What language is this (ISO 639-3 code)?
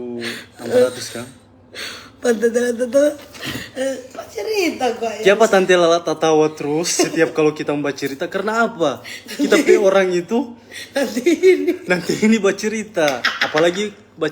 xmm